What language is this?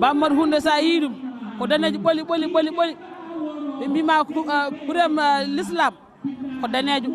Fula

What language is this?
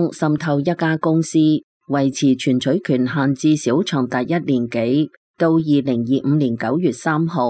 Cantonese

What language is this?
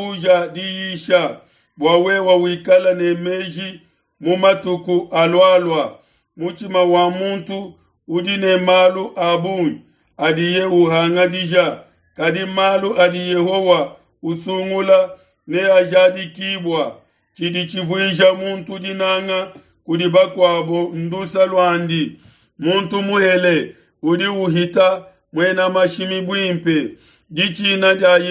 Luba-Lulua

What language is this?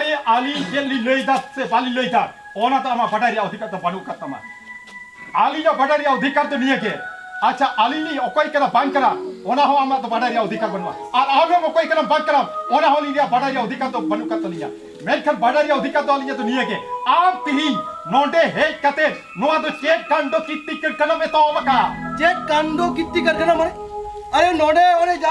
Santali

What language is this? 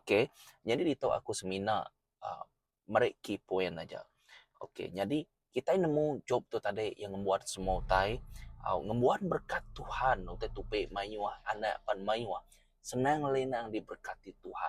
Iban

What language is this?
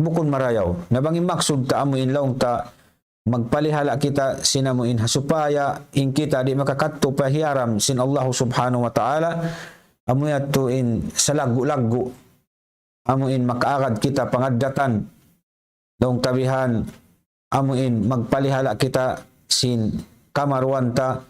Tausug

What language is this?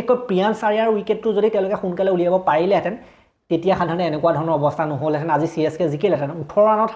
Assamese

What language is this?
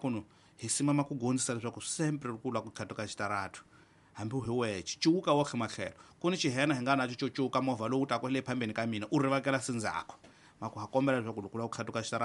Tsonga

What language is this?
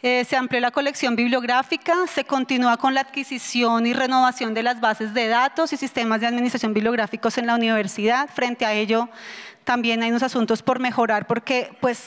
Spanish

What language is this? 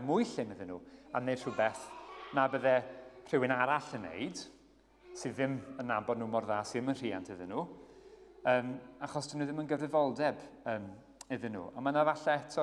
Welsh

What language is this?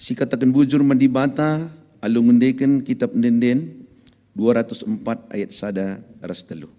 Batak Karo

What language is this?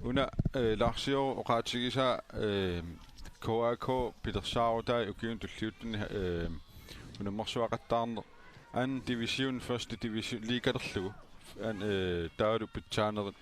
Kalaallisut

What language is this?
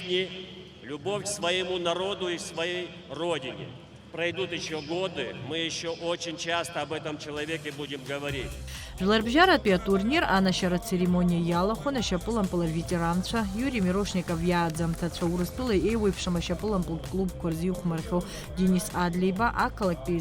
Abkhazian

